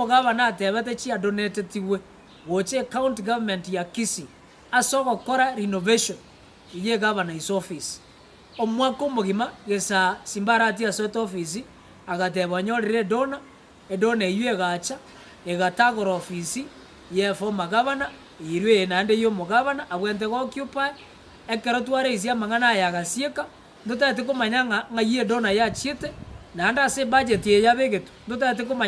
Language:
Gusii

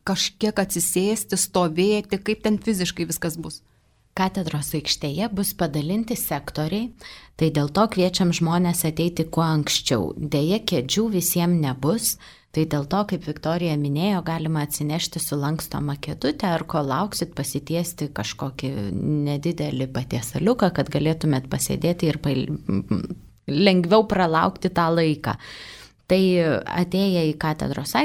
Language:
Lithuanian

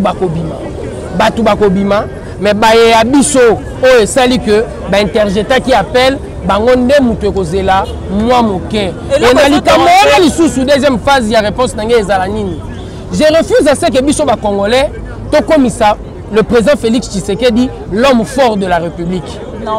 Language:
Lingala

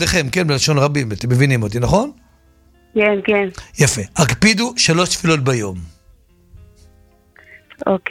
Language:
Hebrew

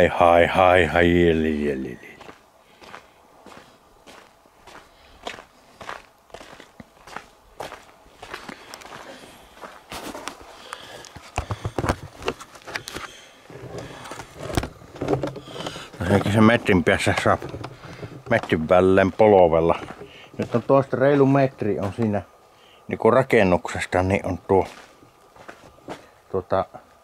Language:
Finnish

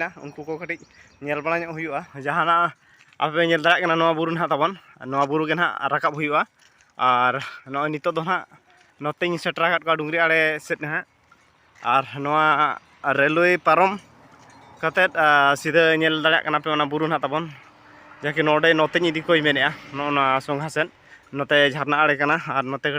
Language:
Santali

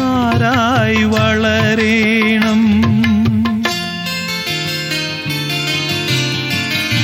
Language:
Malayalam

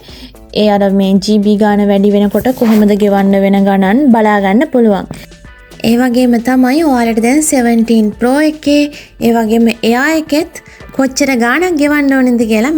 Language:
Sinhala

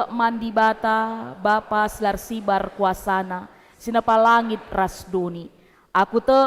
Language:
Batak Karo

